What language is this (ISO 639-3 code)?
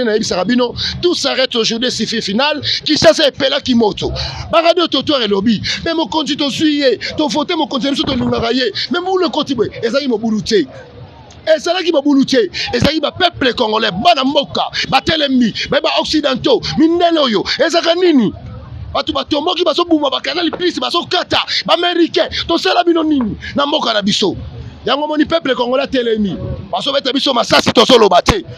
lin